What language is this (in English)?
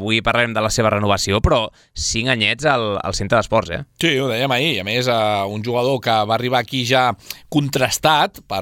Catalan